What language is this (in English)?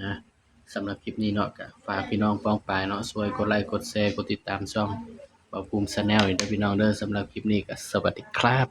Northeastern Thai